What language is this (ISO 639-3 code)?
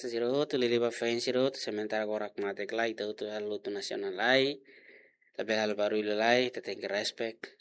tet